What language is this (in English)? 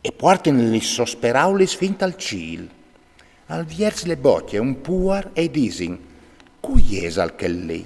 Friulian